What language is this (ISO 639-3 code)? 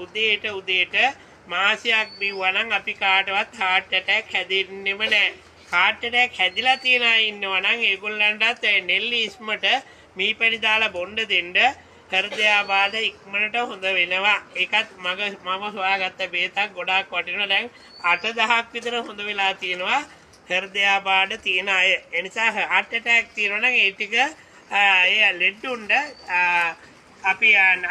sin